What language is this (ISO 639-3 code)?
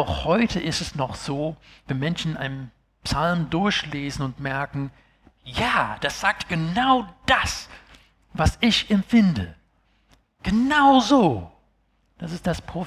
deu